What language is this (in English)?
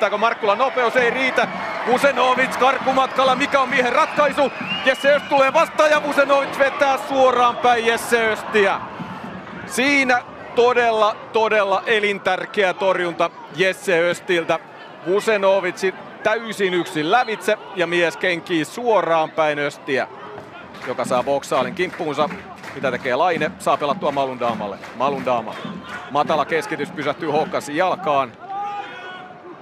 Finnish